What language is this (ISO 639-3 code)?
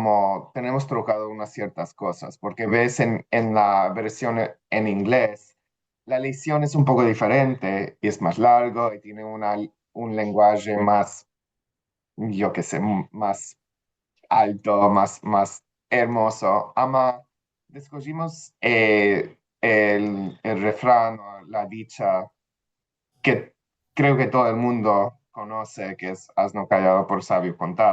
lad